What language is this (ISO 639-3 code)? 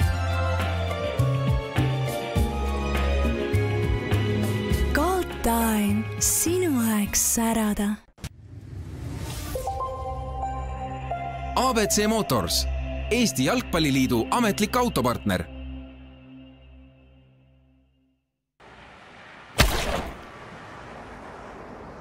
est